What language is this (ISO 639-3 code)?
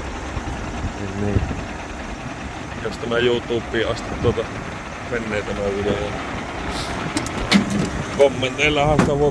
fin